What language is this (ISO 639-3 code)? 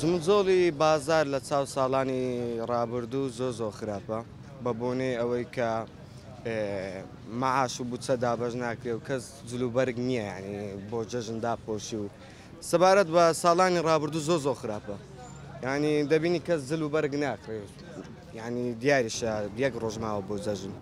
ckb